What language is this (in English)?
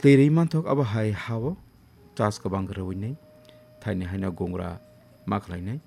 Kok Borok